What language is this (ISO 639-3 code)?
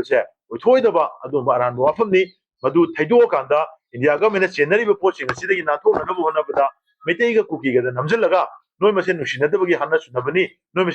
mni